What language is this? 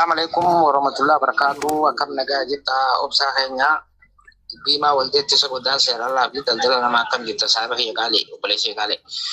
Oromo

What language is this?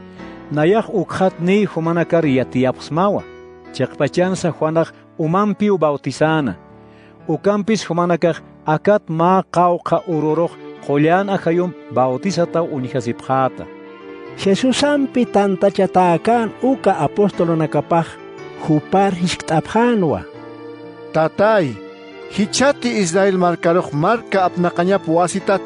Aymara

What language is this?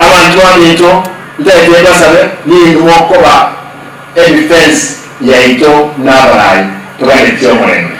Gusii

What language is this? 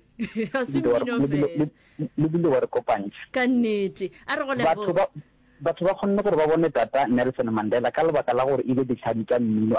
Northern Sotho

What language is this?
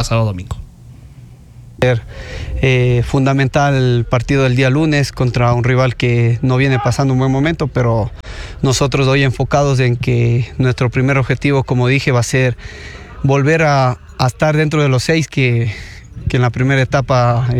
Spanish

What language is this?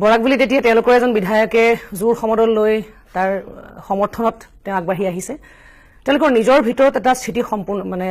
Assamese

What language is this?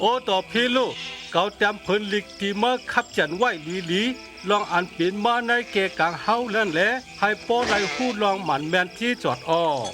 Shan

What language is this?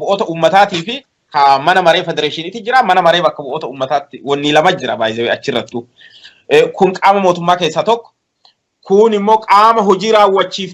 Oromo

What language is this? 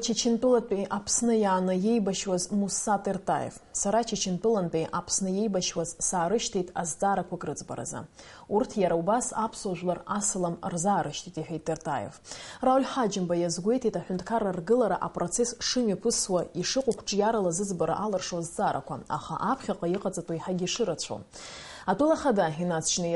Abkhazian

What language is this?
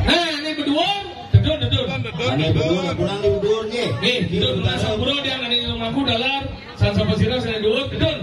Balinese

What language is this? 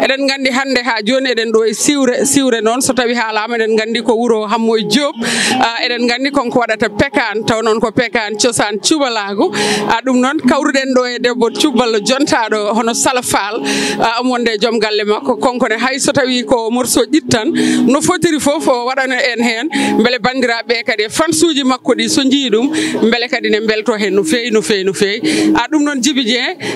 Fula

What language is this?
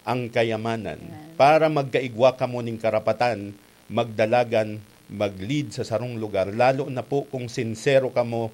Bikol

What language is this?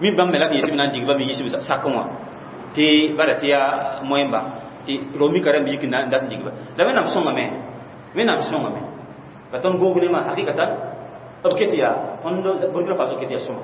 Mossi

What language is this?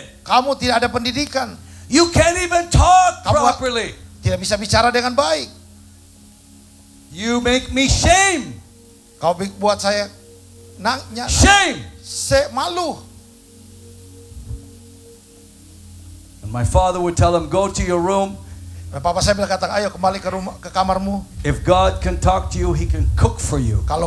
Indonesian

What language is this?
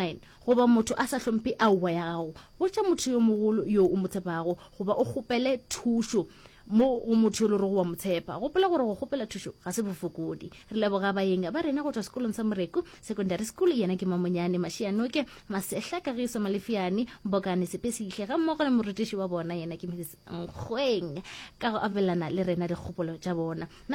Northern Sotho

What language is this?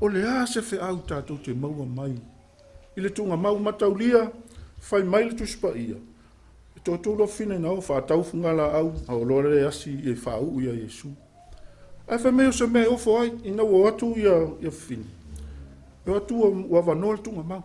Samoan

